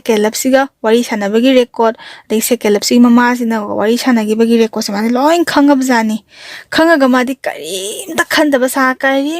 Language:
Manipuri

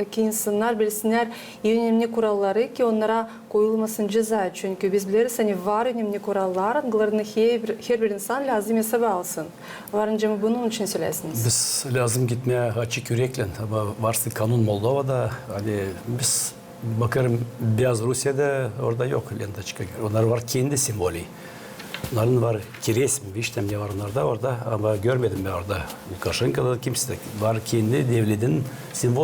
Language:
Gagauz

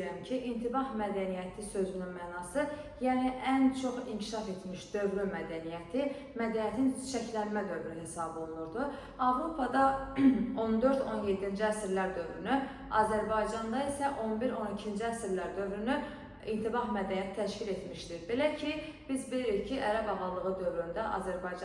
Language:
Azerbaijani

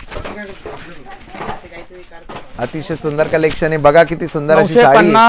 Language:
Marathi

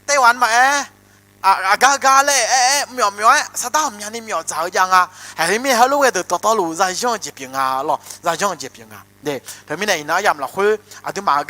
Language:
Akha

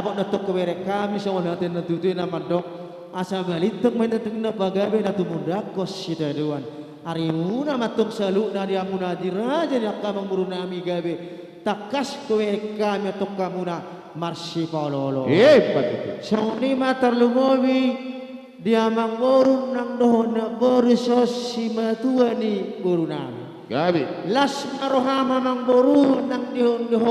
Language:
Batak Karo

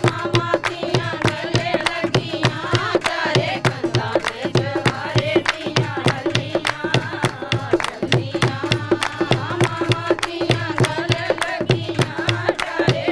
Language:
Dogri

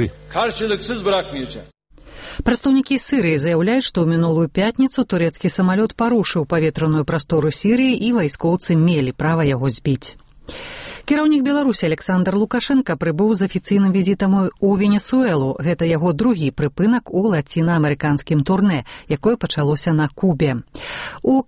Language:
Belarusian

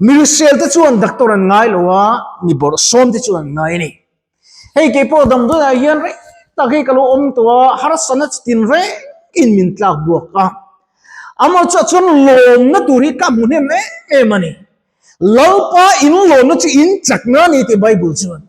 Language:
Mizo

